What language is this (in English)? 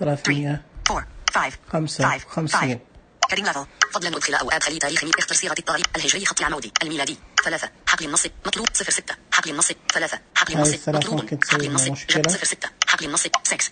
Najdi Arabic